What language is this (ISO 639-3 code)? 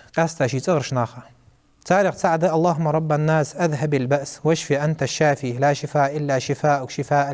inh